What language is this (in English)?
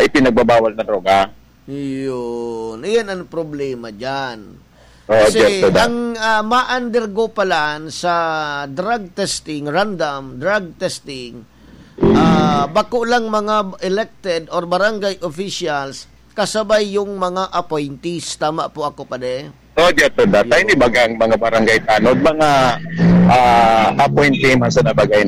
Bikol